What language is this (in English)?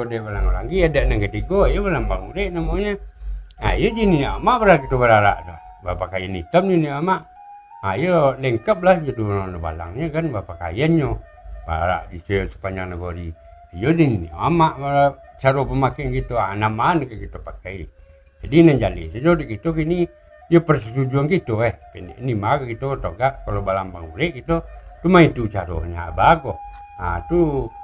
Minangkabau